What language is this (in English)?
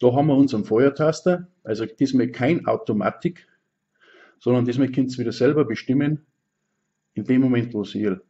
Bavarian